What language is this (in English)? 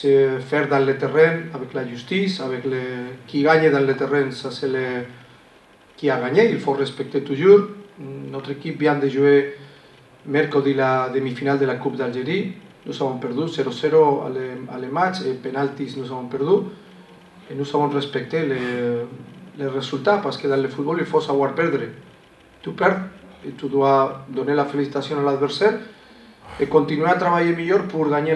French